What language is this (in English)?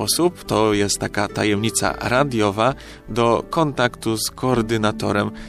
Polish